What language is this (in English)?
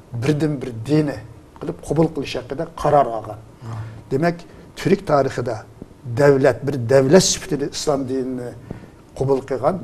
Uyghur